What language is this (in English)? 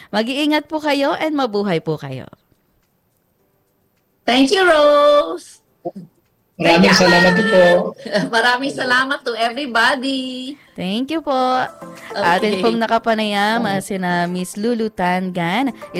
Filipino